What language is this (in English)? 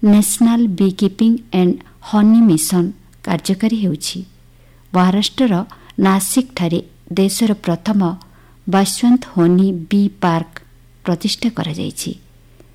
Odia